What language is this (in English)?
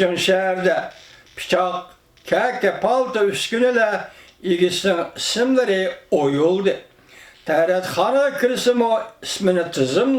Uyghur